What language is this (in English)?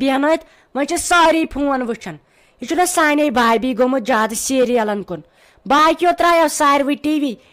Kashmiri